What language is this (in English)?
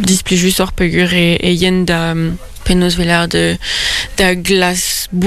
Breton